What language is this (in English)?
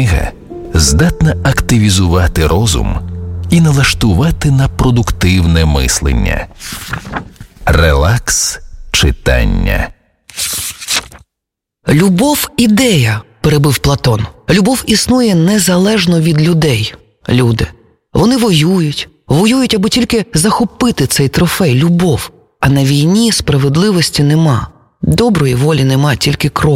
Ukrainian